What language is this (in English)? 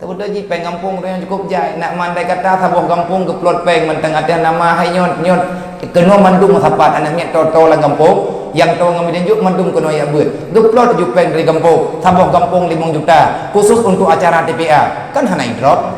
Achinese